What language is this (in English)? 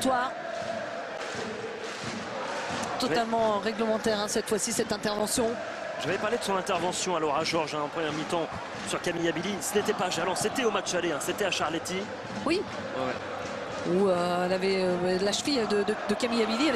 French